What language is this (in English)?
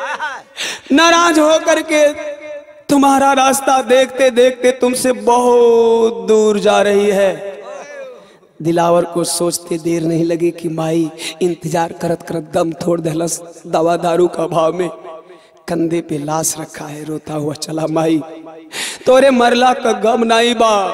Bhojpuri